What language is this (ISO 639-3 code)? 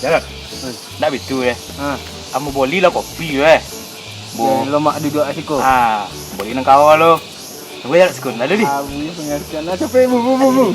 min